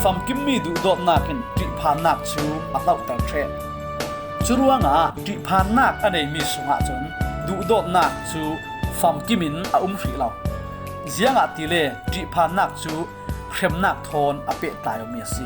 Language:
Falam Chin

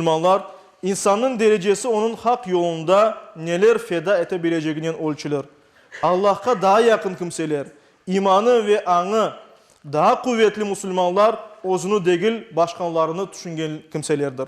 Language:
Crimean Tatar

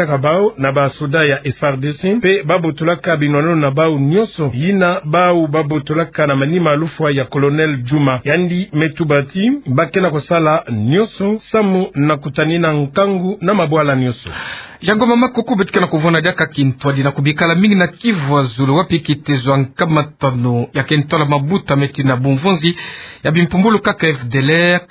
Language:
Kituba (Democratic Republic of Congo)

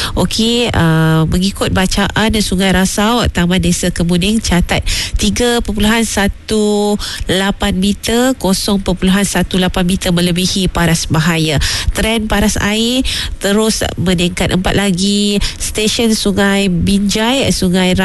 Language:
Malay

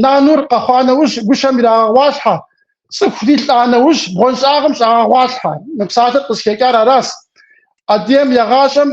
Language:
Kabardian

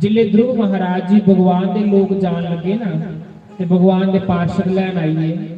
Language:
Dogri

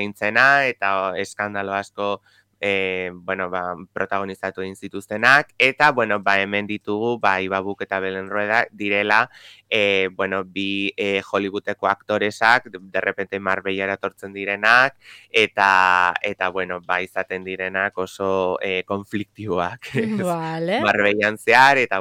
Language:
Basque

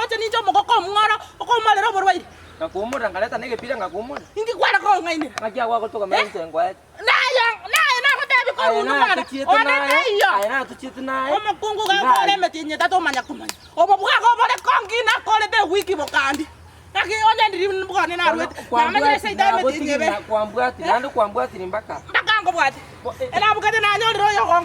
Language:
Gusii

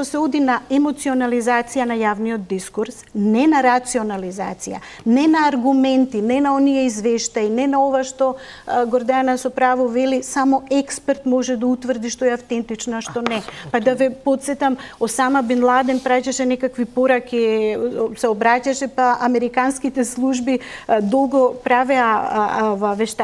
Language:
Macedonian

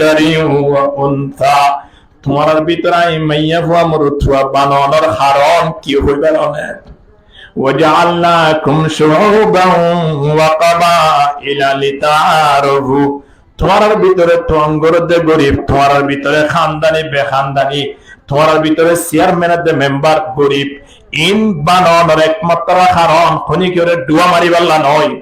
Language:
Rohingya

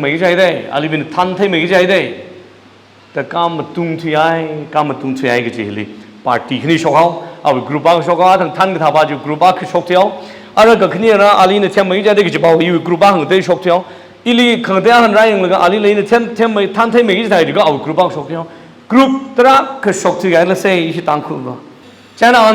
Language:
Tangkhul Naga (India)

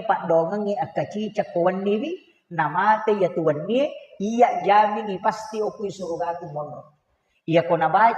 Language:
Buginese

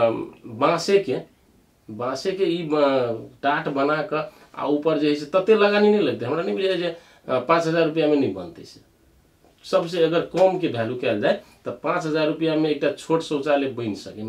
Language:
Maithili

